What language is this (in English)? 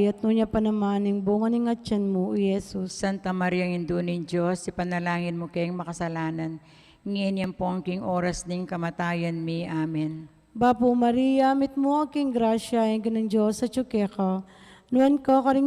Pampanga